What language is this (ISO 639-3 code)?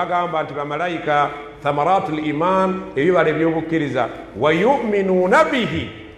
lug